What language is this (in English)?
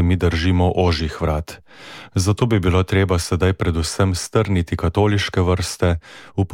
Slovenian